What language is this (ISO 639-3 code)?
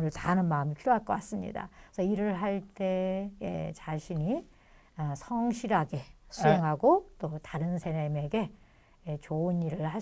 kor